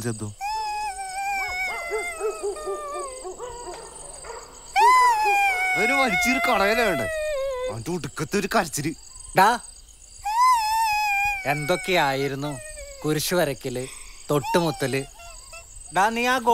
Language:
Malayalam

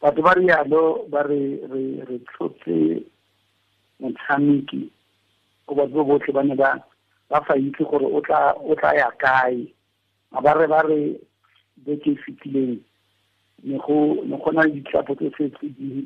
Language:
Tswana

